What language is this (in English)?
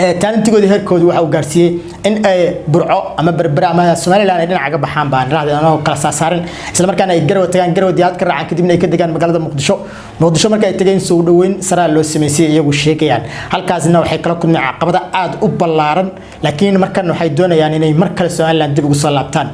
Somali